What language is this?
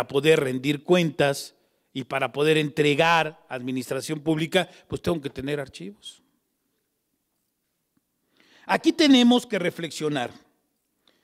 Spanish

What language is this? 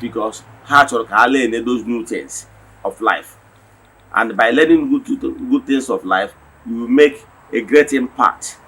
Igbo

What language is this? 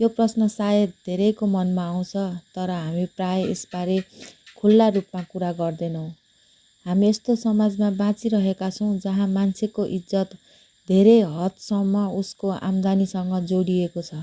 Nepali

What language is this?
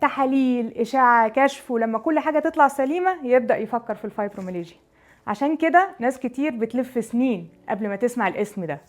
Egyptian Arabic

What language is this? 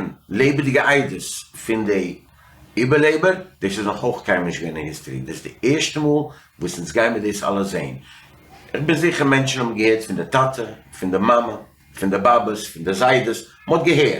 Yiddish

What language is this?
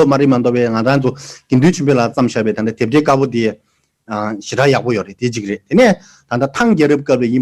Tibetan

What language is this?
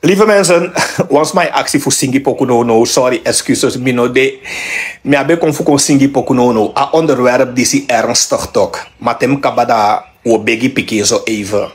Sranan Tongo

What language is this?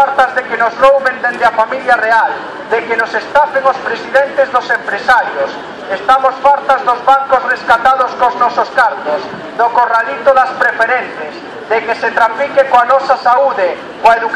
Galician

